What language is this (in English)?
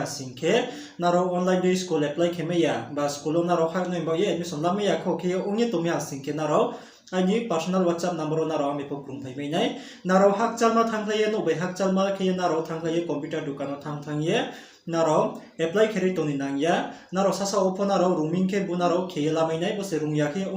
Riang (India)